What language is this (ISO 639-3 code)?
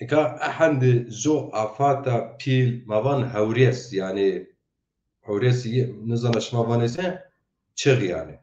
zza